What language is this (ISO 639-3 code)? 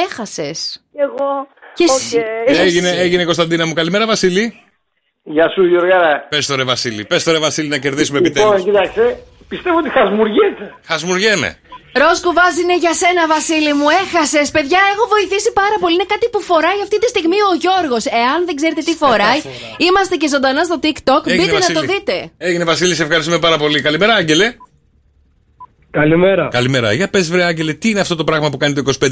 ell